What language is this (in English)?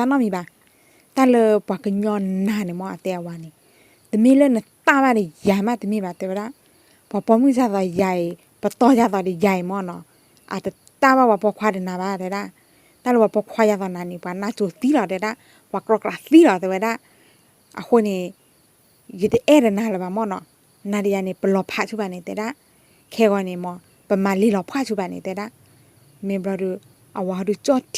S'gaw Karen